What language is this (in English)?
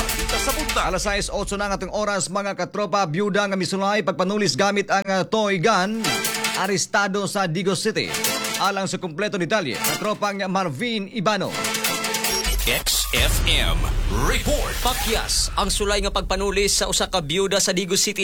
Cebuano